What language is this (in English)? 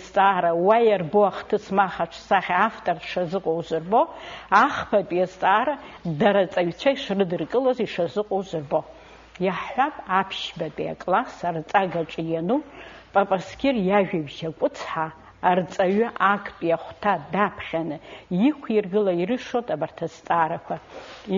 Abkhazian